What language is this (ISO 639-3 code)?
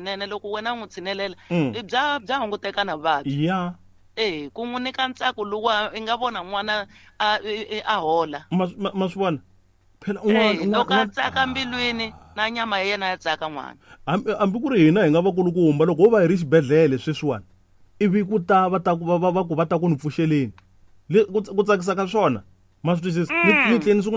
tso